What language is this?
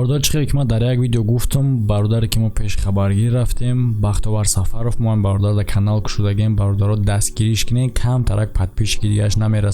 Tajik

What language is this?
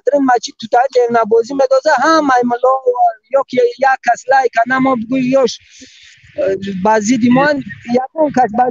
Tajik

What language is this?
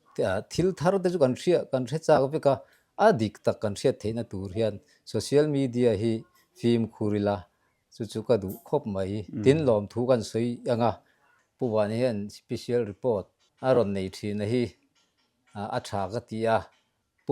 Mizo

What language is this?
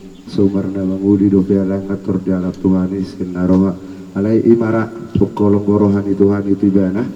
Batak Toba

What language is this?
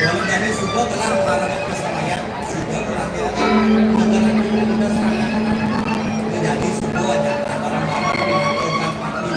Balinese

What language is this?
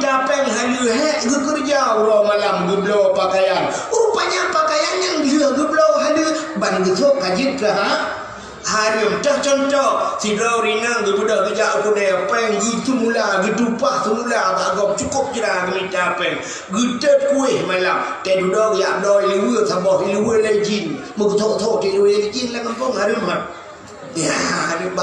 Achinese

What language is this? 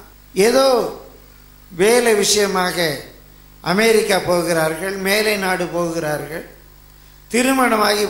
Tamil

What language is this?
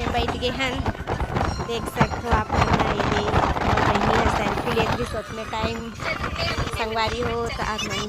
Chhattisgarhi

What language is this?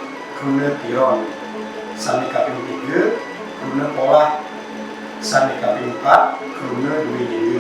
Balinese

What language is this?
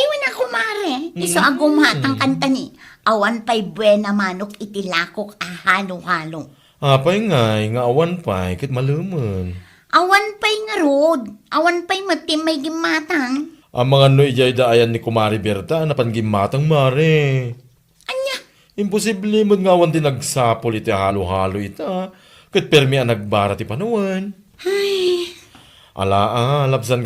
Iloko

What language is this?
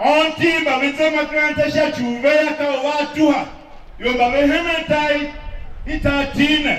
Tiv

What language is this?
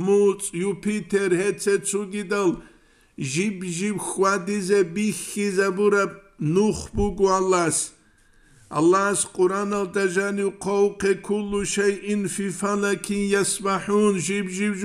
Avaric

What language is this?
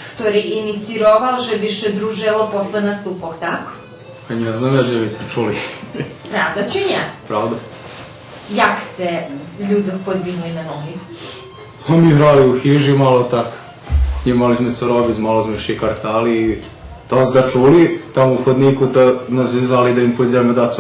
Rusyn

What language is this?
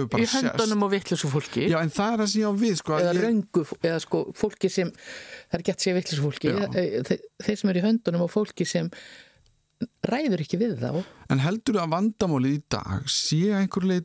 Icelandic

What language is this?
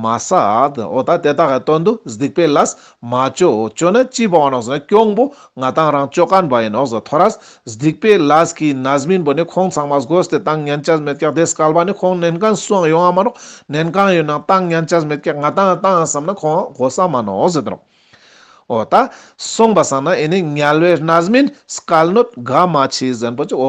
Ladakhi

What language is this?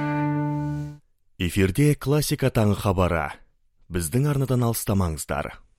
Kazakh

